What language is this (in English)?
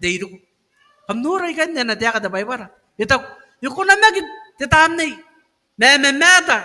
Gilbertese